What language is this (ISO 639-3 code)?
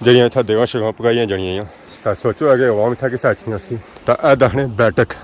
phr